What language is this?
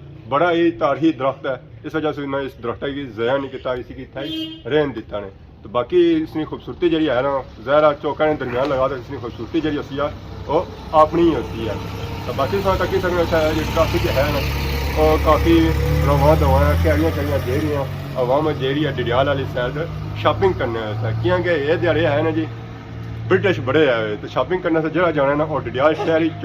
Pahari-Potwari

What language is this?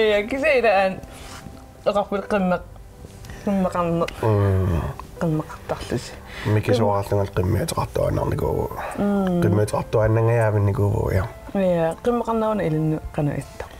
Kalaallisut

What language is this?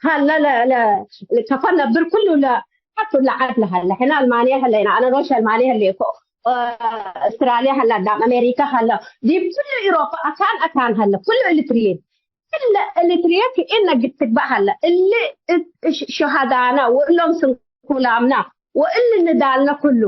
Tigre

